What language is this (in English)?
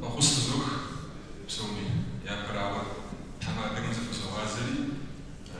Kabardian